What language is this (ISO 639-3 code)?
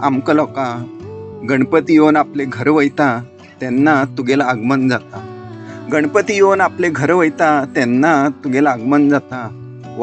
kok